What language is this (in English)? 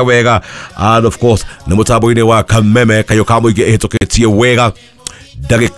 Kikuyu